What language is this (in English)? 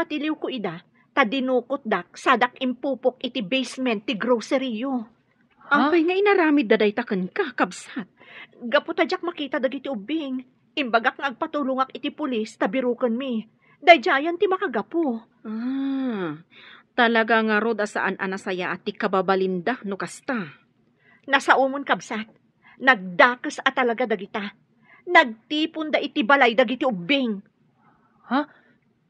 Iloko